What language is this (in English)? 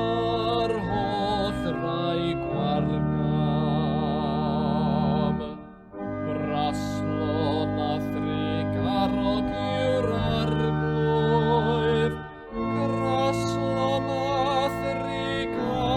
Welsh